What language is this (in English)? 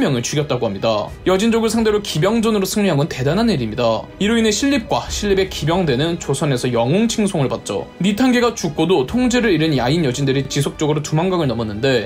Korean